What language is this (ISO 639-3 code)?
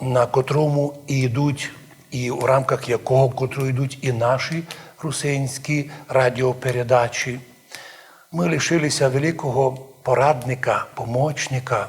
rue